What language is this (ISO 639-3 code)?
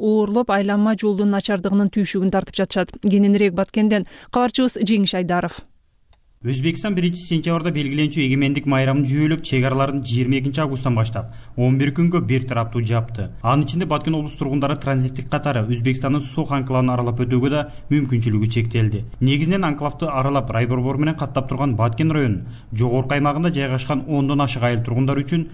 kir